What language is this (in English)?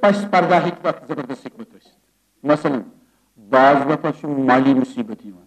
Kashmiri